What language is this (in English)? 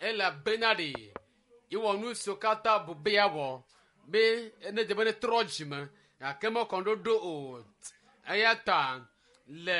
Ewe